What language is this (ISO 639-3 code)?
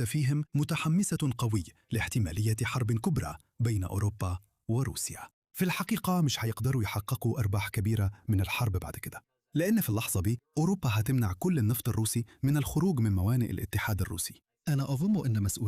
arz